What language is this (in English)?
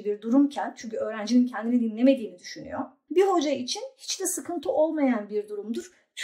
Turkish